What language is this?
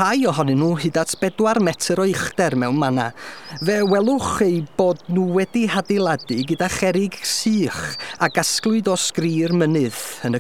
Welsh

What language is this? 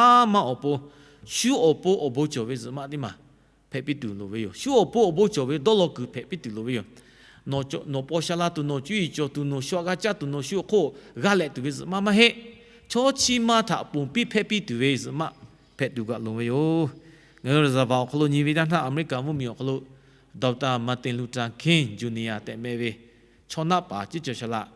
Lahu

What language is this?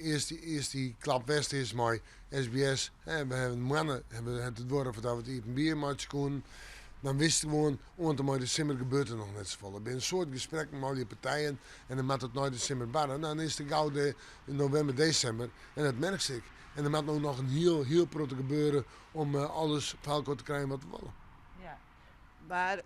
Western Frisian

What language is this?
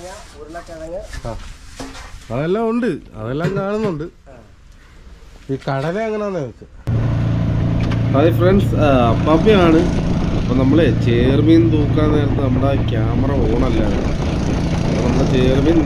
Malayalam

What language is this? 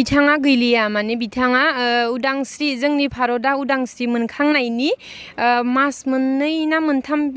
Bodo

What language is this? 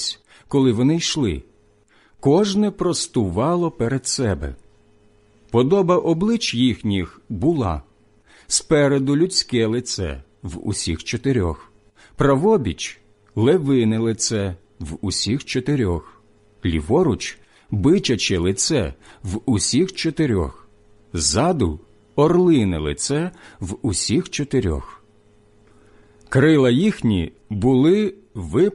Ukrainian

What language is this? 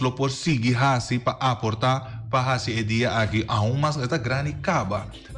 Papiamento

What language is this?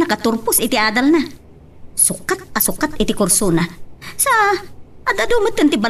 Iloko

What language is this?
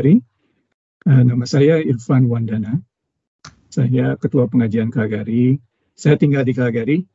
Indonesian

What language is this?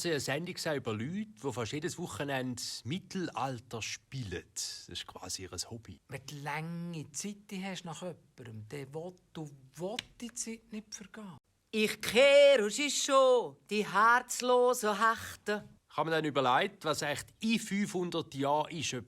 Swiss German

